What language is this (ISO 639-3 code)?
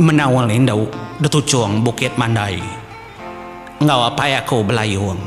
iba